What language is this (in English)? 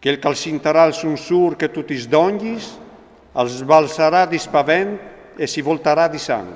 Friulian